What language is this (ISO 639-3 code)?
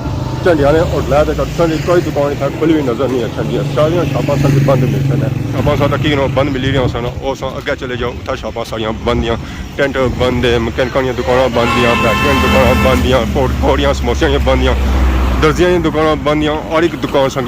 phr